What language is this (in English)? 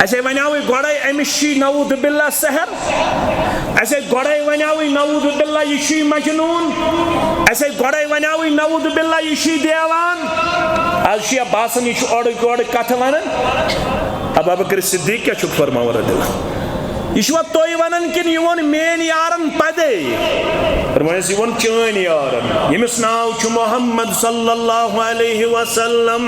Kashmiri